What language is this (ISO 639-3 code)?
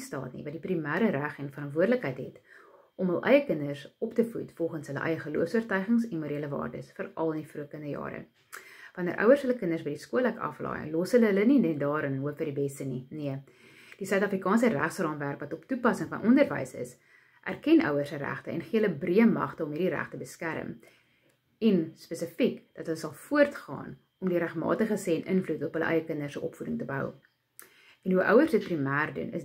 afr